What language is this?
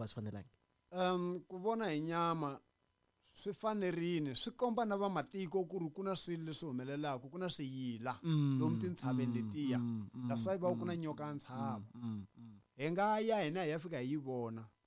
Tsonga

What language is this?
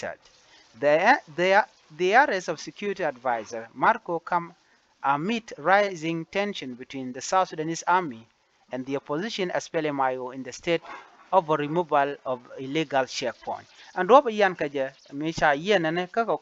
Nuer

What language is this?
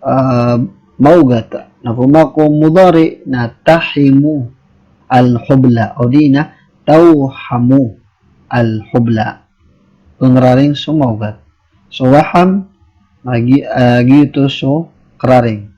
Maranao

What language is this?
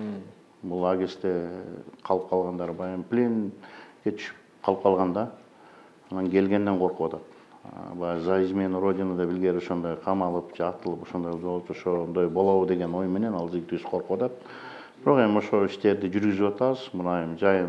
Kyrgyz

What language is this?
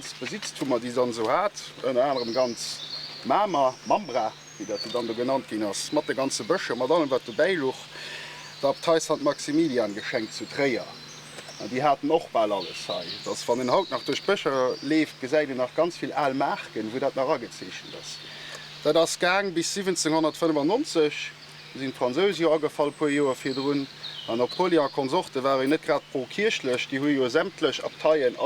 Luxembourgish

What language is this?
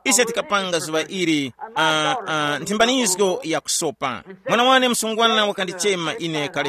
Tumbuka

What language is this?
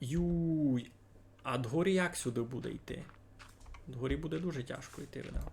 Rusyn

